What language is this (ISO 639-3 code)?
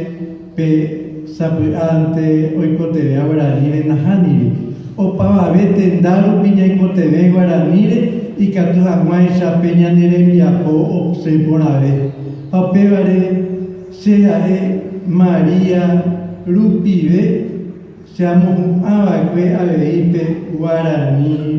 grn